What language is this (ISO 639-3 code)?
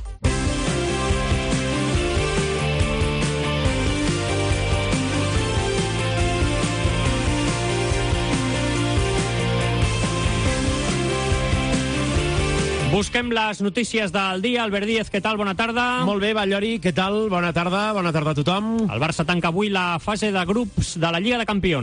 cat